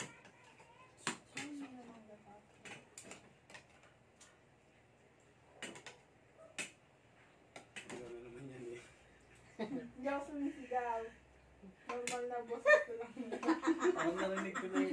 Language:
Filipino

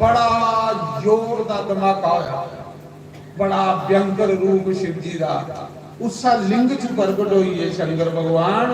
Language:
Dogri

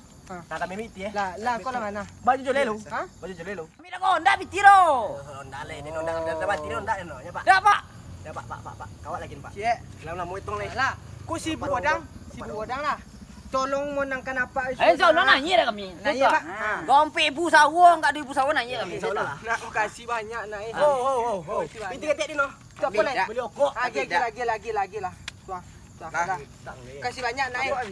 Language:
Minangkabau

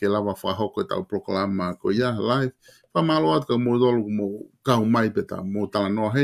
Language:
Tongan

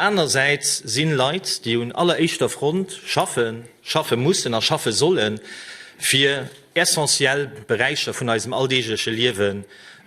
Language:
Luxembourgish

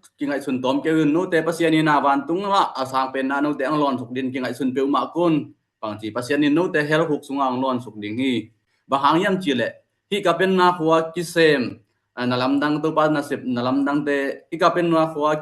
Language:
Tedim Chin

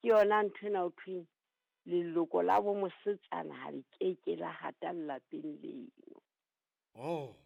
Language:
Southern Sotho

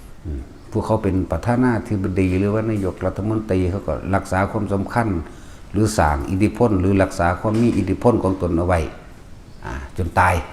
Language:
Lao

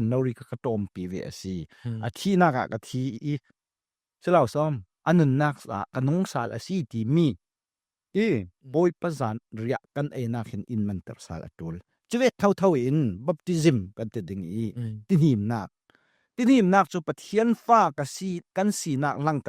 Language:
Falam Chin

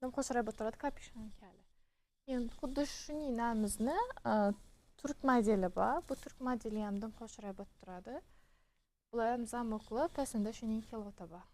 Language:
Uzbek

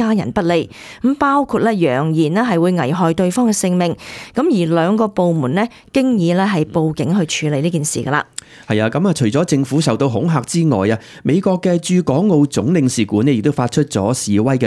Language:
Cantonese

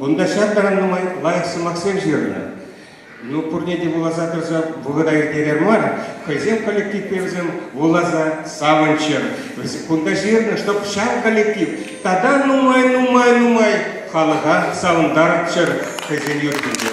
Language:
Chuvash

